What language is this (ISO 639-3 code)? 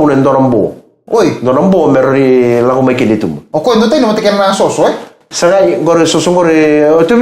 fij